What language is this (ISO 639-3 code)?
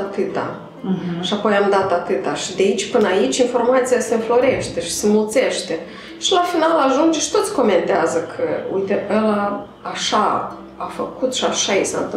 ron